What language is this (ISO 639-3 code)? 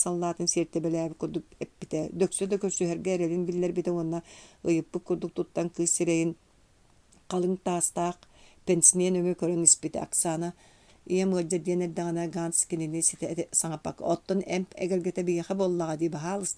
sah